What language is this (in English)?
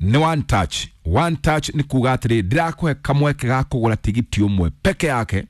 Kikuyu